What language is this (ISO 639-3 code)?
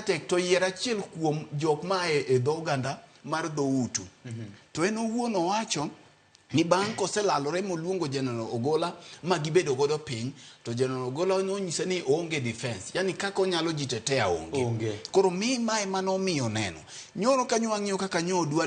luo